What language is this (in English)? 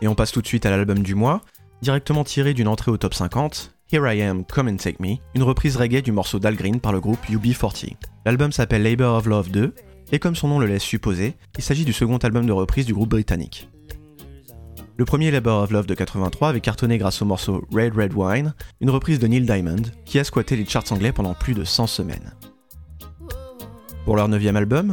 French